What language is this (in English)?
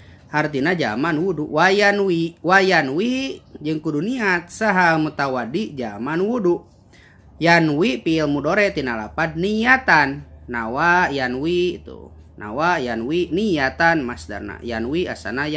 Sundanese